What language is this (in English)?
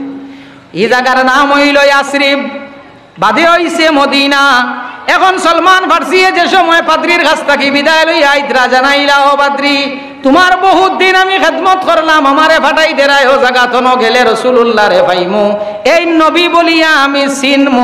Sylheti